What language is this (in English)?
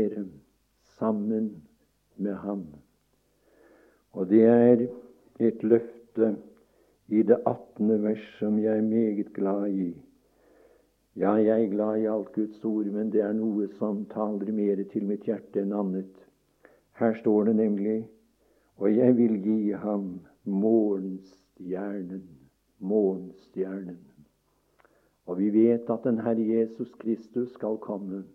Norwegian